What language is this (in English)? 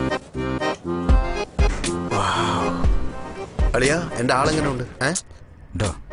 Malayalam